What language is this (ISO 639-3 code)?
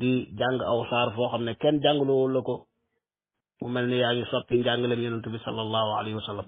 wol